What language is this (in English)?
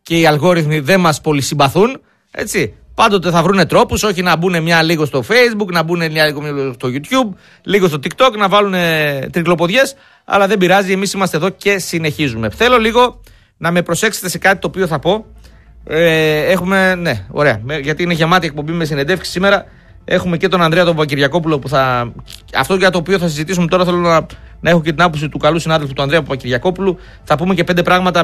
Greek